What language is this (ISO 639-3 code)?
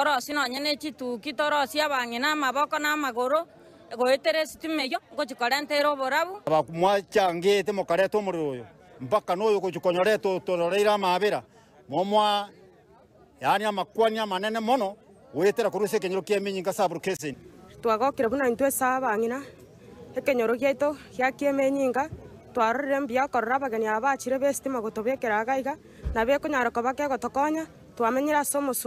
guz